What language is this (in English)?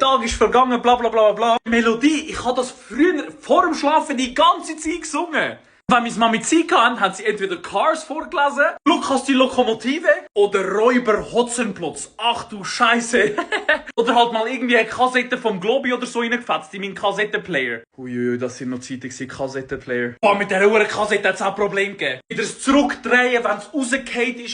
Swiss German